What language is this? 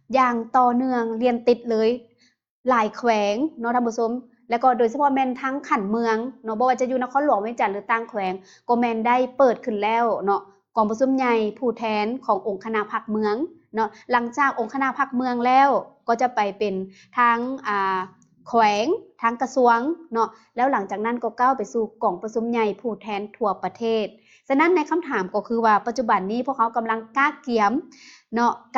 Lao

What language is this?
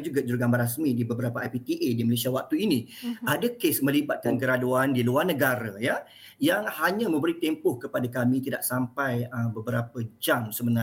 Malay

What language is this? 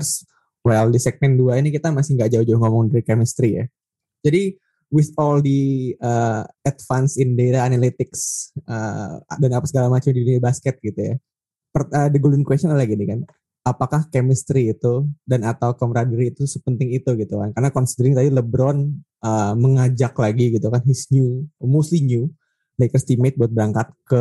Indonesian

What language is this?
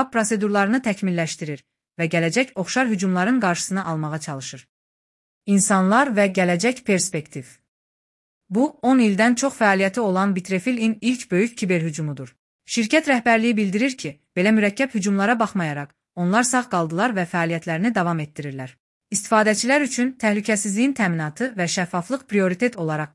Azerbaijani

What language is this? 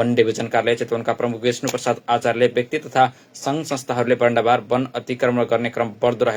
Nepali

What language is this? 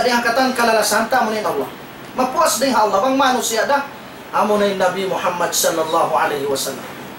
Tausug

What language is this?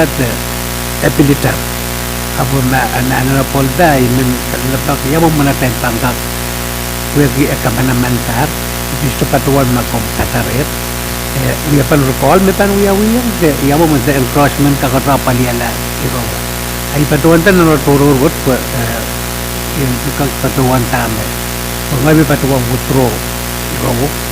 Pohnpeian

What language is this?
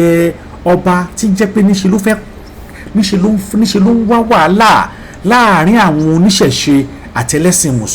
Yoruba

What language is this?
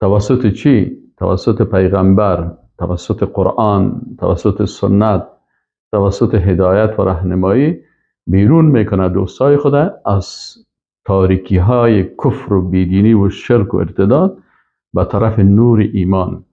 Persian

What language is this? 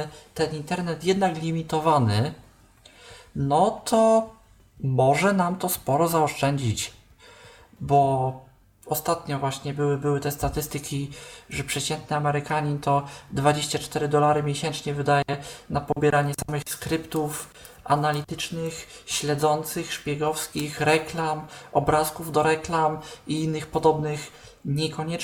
Polish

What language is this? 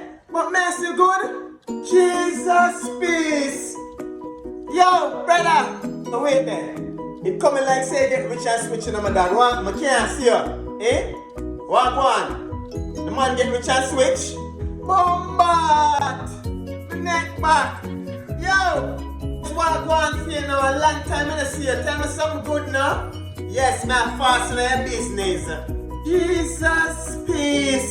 Jamaican Creole English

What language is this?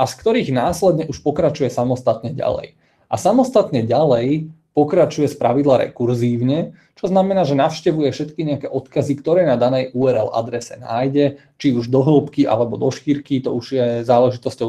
Slovak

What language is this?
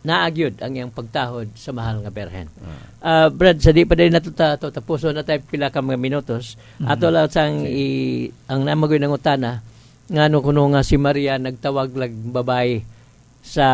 Cebuano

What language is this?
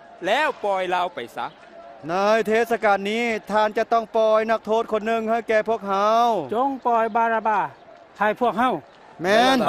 Lao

